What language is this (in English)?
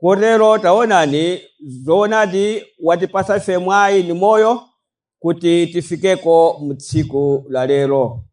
Nyanja